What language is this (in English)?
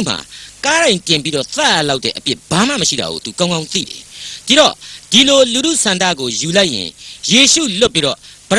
Burmese